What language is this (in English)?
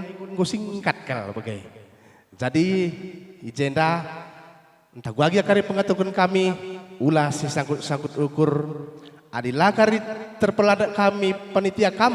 Batak Karo